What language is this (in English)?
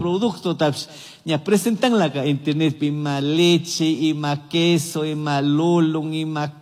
Chimborazo Highland Quichua